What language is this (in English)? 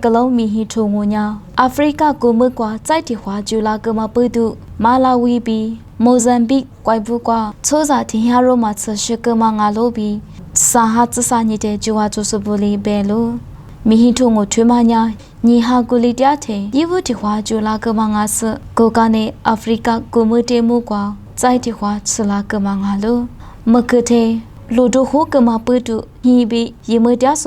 Lisu